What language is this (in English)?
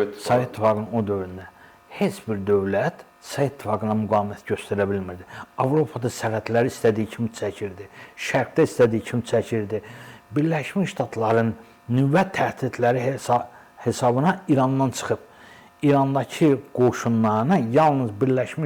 Azerbaijani